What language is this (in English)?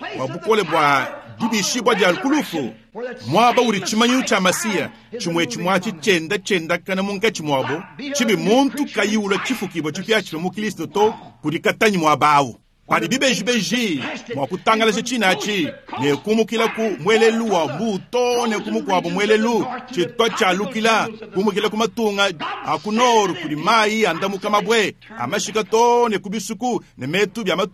Luba-Lulua